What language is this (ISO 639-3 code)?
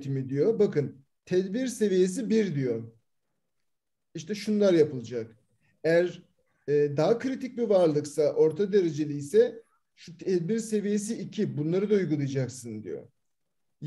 tur